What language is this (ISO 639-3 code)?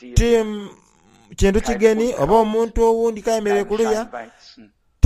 xog